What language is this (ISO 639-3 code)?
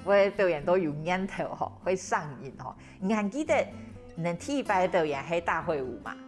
hak